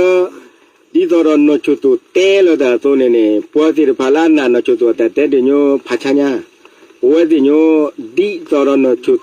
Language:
S'gaw Karen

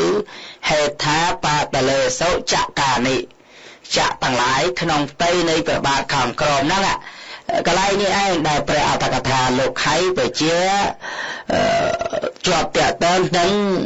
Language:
Khmer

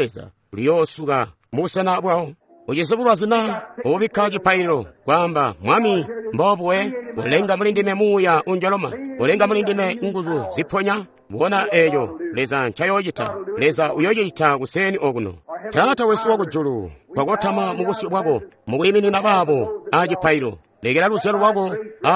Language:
Tonga (Zambia)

